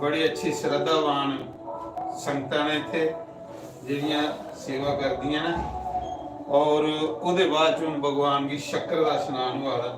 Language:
Dogri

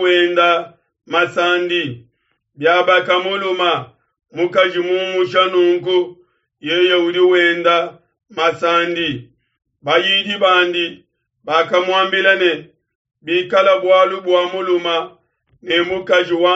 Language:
Luba-Lulua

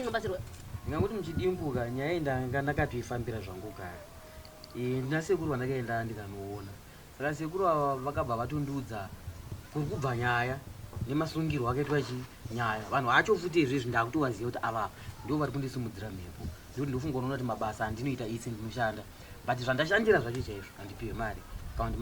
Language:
Shona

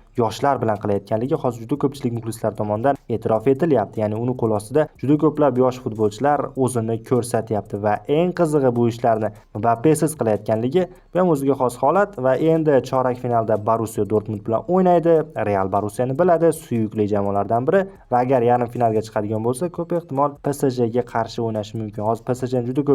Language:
Uzbek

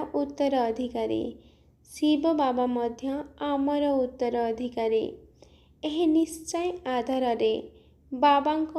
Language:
Odia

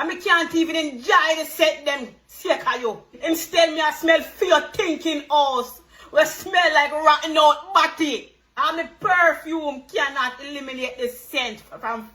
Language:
Jamaican Creole English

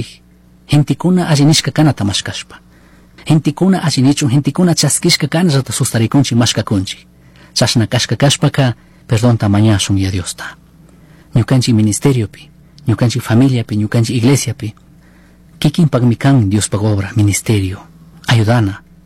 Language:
Chimborazo Highland Quichua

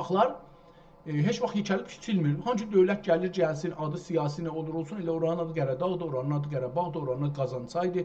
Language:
South Azerbaijani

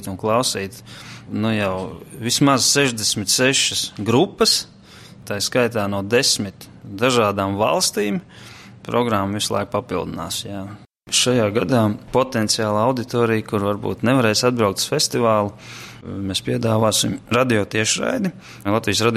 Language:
Latvian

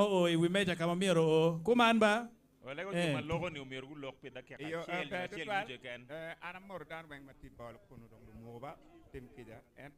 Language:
Acoli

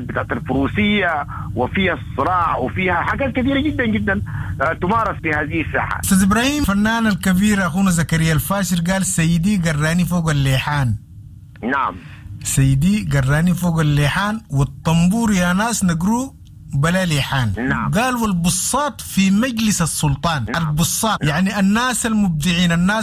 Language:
Sudanese Arabic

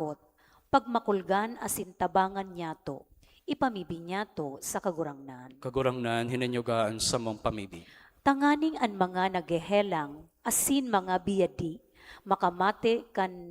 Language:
Bikol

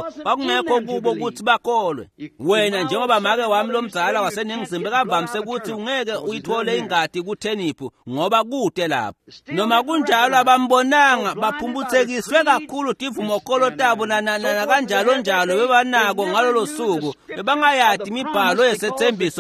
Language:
Swati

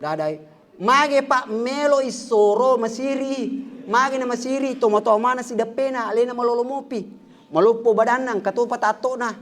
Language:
Buginese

